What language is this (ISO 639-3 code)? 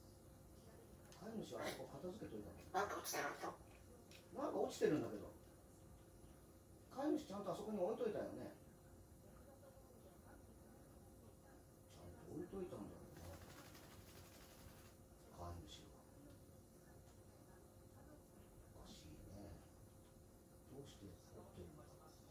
jpn